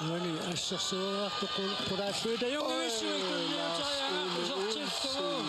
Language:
Kalaallisut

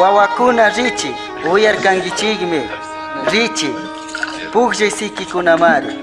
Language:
Chimborazo Highland Quichua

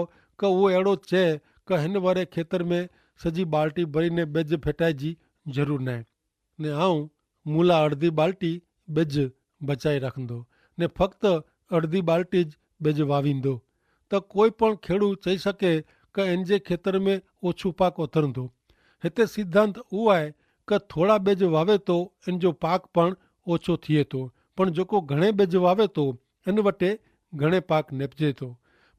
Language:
Kachhi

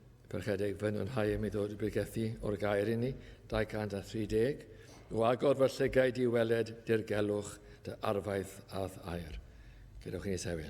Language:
Welsh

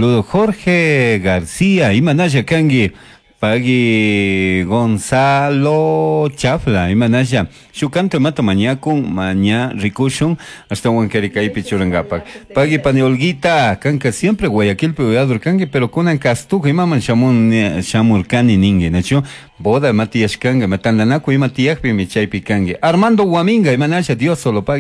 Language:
Chimborazo Highland Quichua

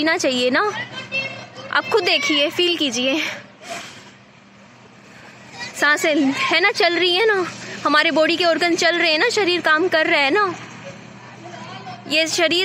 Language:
Hindi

